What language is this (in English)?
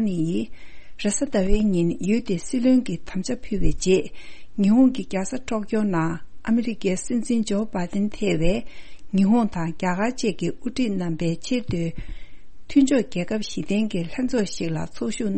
Tibetan